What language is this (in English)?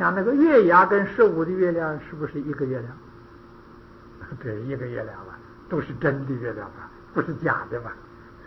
Chinese